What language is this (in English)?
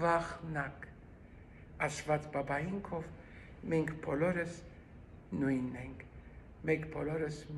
Western Armenian